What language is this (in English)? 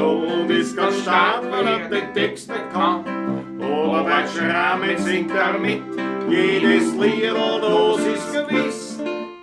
Bavarian